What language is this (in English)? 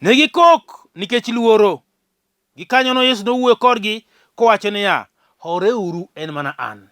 Luo (Kenya and Tanzania)